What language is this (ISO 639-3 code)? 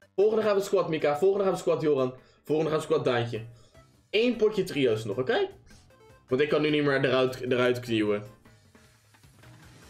nld